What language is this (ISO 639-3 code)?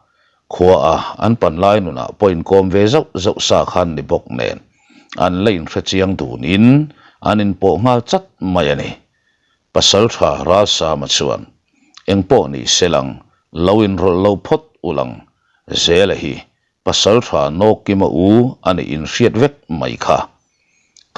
lus